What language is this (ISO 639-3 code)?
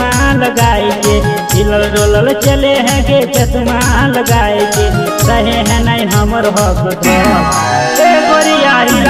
bho